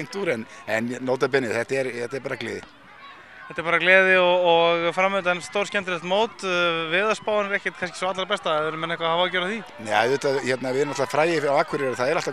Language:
Icelandic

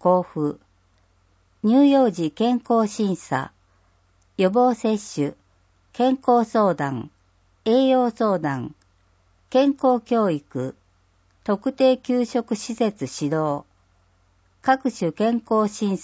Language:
Japanese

